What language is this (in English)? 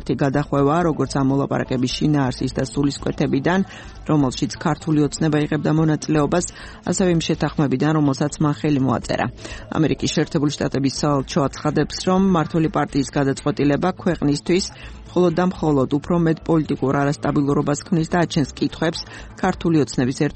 Georgian